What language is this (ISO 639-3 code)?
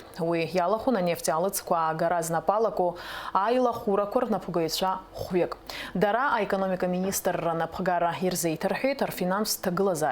abk